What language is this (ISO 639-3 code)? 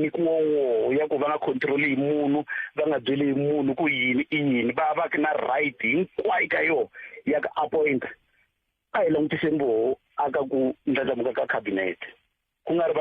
tso